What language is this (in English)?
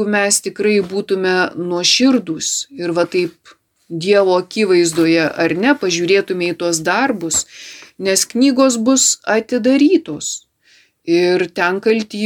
Lithuanian